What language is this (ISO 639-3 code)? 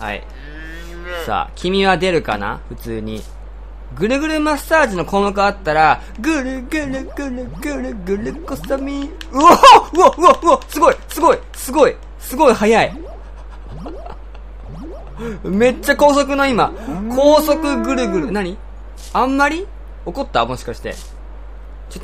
jpn